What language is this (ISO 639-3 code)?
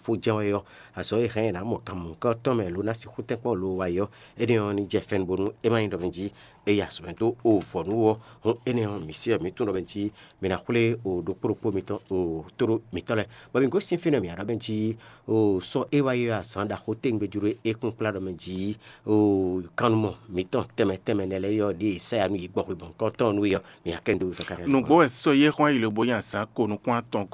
fon